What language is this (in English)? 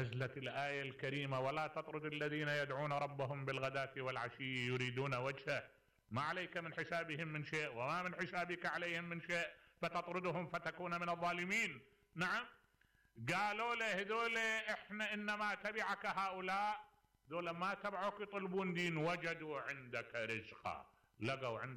Mesopotamian Arabic